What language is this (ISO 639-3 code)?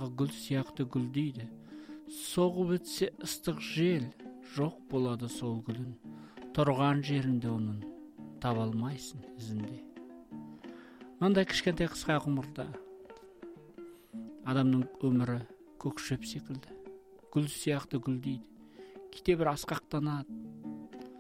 kaz